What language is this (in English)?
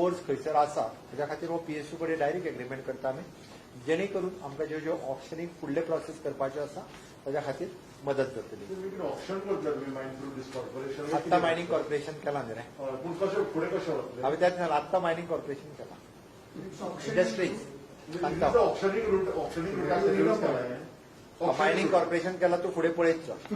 Konkani